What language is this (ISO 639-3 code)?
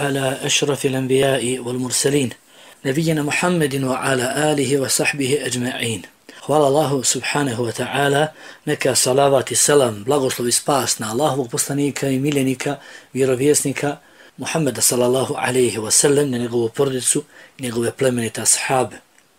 bos